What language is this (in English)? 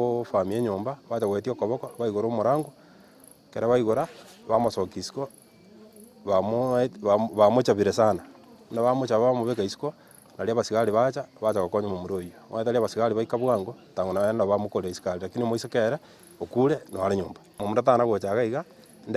Gusii